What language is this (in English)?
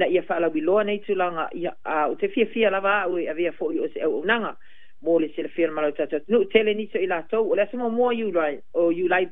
Samoan